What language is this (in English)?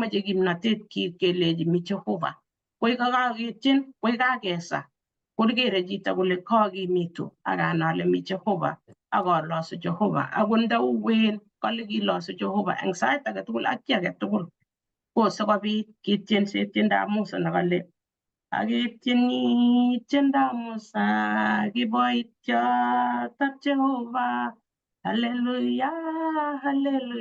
Kalenjin